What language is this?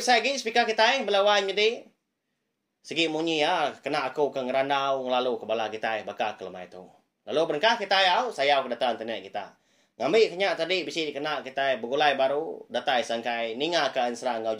Iban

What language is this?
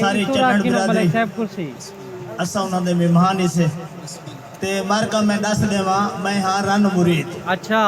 Saraiki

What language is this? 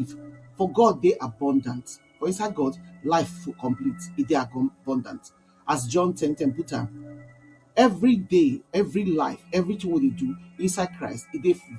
Nigerian Pidgin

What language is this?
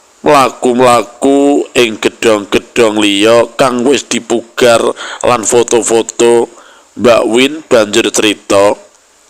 Javanese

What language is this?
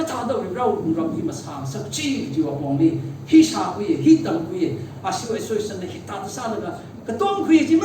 Tangkhul Naga (India)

